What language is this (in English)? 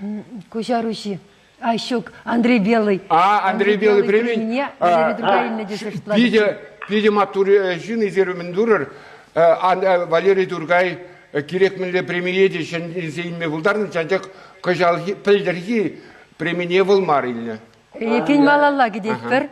Chuvash